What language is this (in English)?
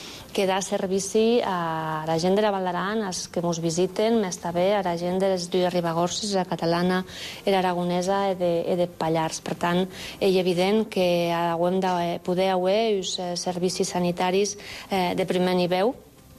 Catalan